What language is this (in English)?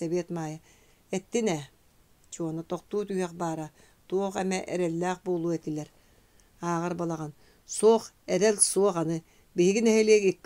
Yakut